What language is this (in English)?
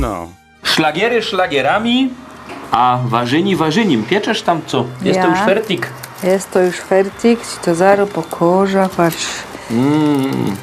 Silesian